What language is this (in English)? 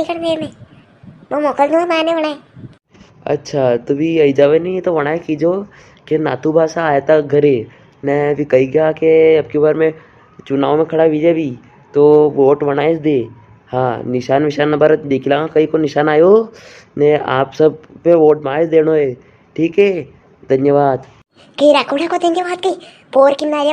Rajasthani